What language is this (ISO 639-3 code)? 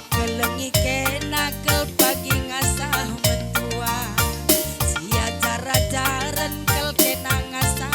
btx